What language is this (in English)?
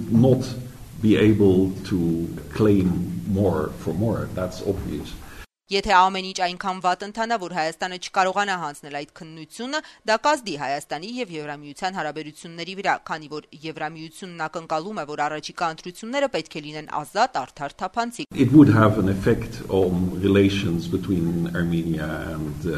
Armenian